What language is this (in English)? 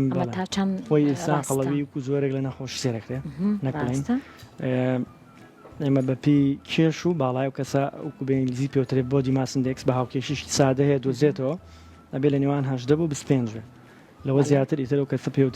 Central Kurdish